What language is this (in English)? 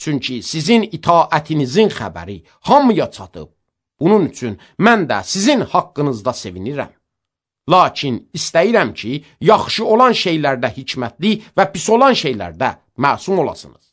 Azerbaijani